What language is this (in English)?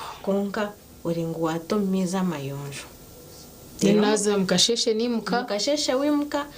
Nyankole